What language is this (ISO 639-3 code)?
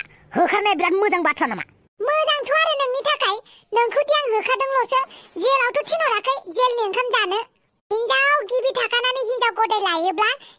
brx